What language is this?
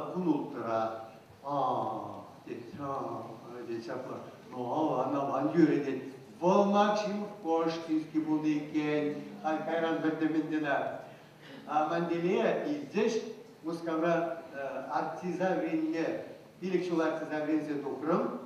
Chuvash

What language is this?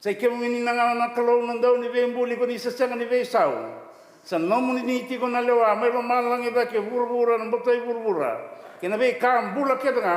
Fijian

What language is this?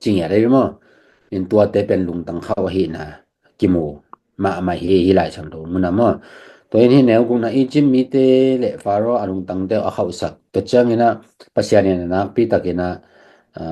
Tedim Chin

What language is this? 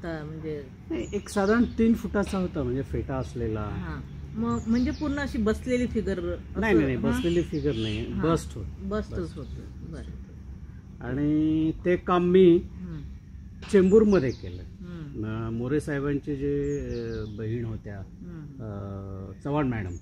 Marathi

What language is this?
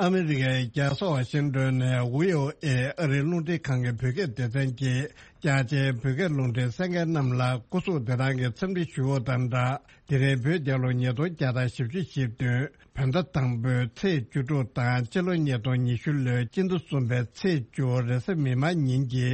Tibetan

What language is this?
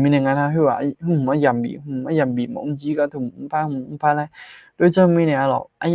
Akha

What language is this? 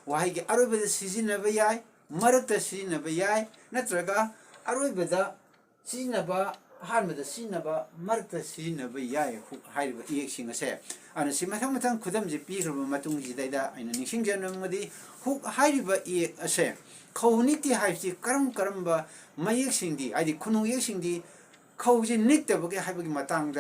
Manipuri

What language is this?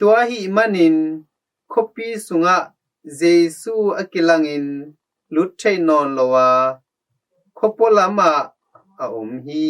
Tedim Chin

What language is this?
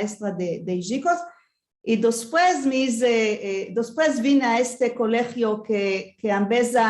Ladino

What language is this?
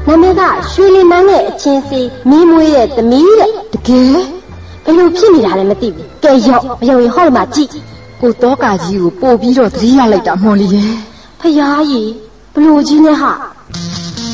Burmese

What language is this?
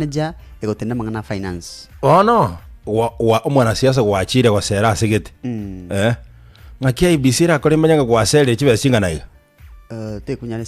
Gusii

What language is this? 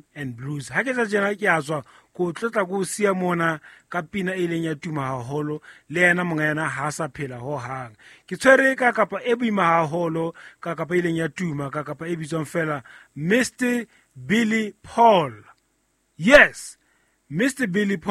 Southern Sotho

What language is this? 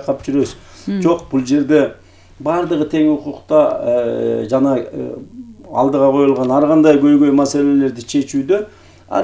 Kyrgyz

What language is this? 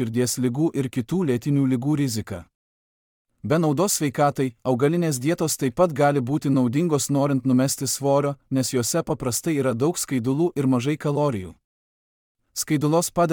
Lithuanian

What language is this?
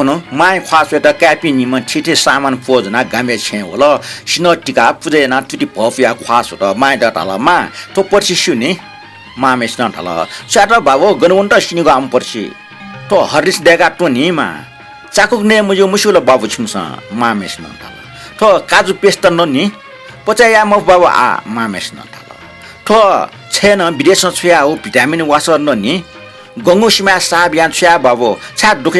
Newari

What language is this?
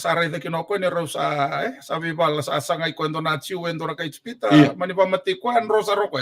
Fijian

